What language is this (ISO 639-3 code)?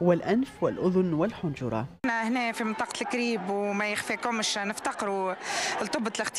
aeb